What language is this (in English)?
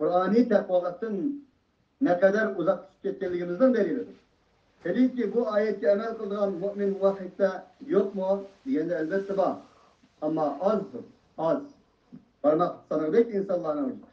Uyghur